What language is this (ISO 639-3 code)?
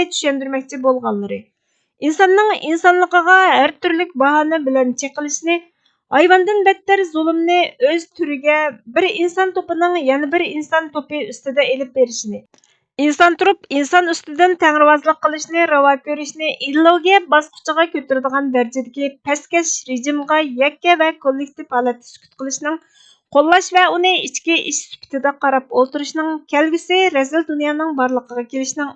uig